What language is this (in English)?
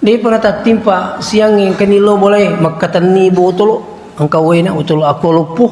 Buginese